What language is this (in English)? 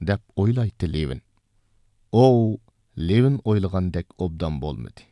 Uyghur